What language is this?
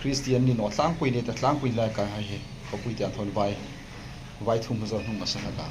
Hmar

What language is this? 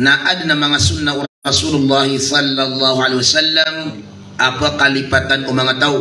Maranao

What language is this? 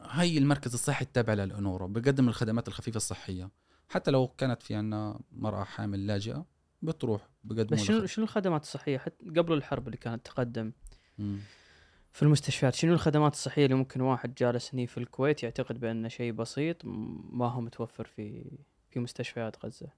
Gulf Arabic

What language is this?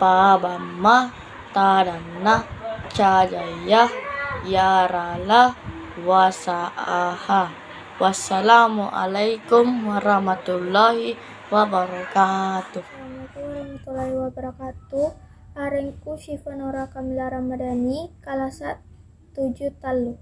Makasar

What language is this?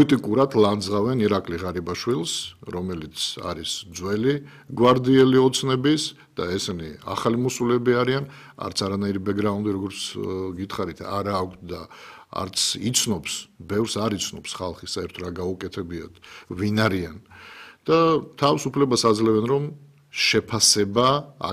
Georgian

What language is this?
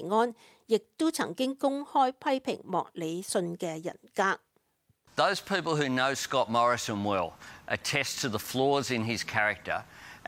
Cantonese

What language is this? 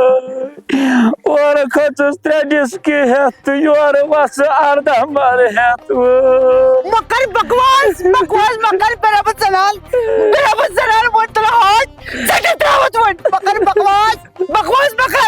Kashmiri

